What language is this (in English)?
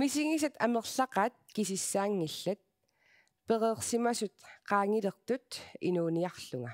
Kalaallisut